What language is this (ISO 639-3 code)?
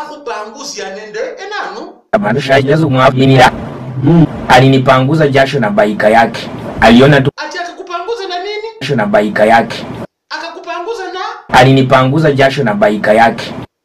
swa